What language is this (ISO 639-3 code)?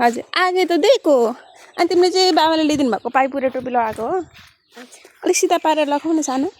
nep